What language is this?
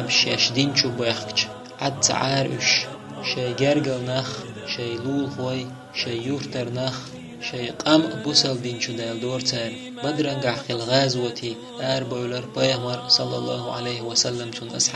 Chechen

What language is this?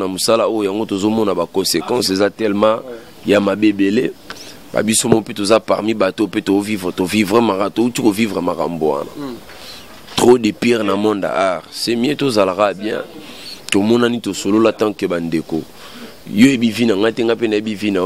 Lingala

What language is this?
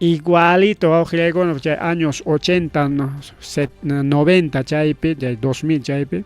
Ayacucho Quechua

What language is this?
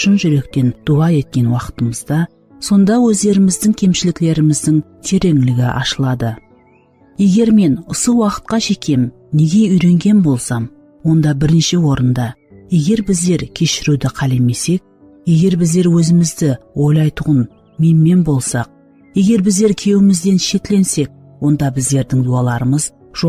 Kara-Kalpak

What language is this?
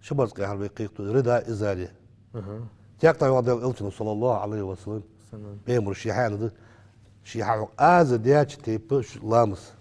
Ingush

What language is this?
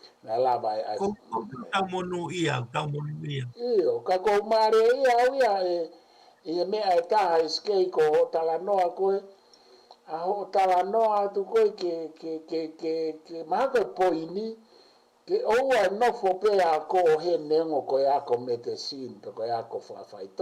Tongan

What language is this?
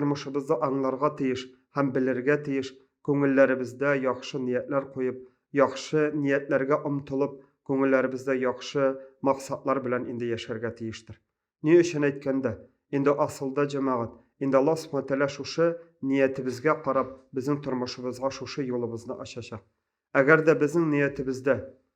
Tatar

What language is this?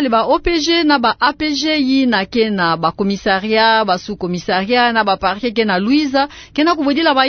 Kituba (Democratic Republic of Congo)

